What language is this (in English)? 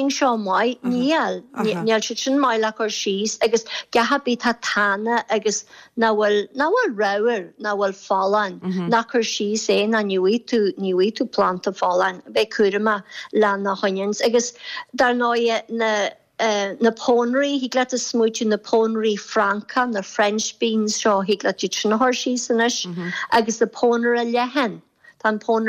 Irish